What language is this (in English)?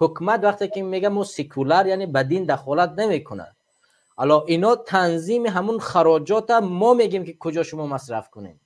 Tajik